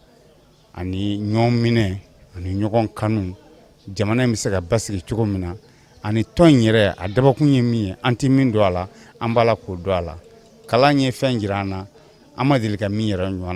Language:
Bambara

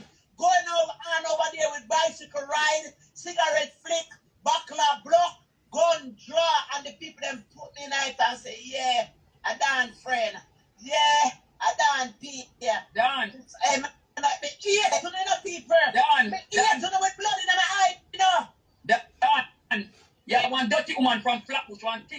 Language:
Jamaican Creole English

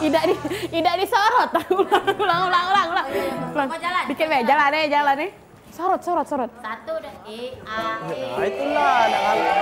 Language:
Musi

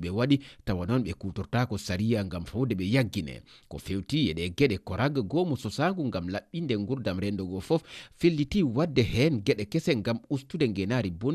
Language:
Fula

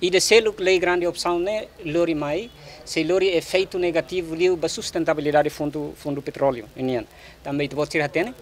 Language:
Tetum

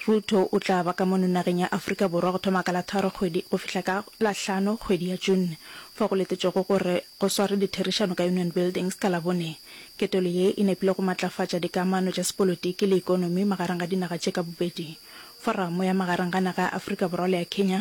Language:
Northern Sotho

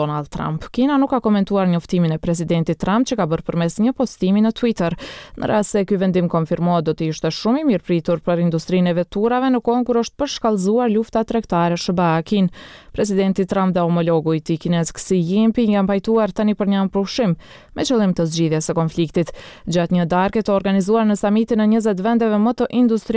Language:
Albanian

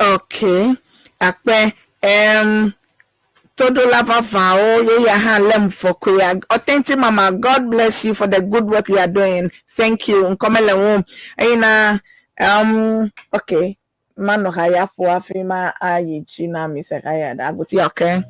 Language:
Ewe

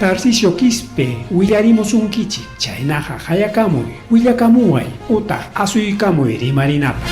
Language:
Ayacucho Quechua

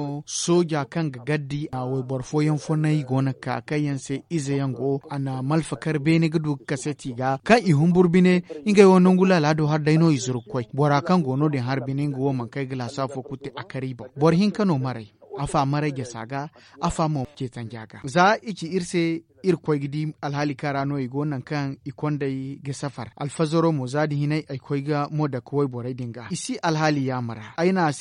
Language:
Zarma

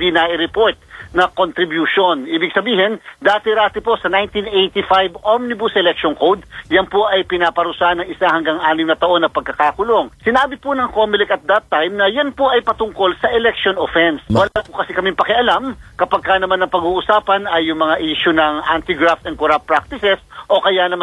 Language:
Filipino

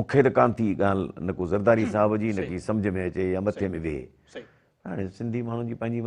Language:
Sindhi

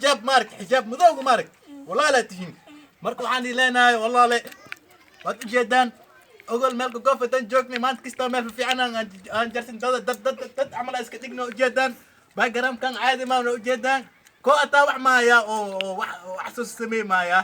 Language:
Somali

